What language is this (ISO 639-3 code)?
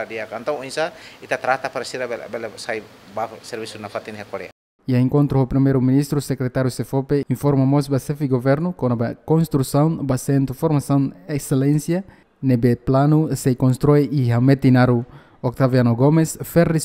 tet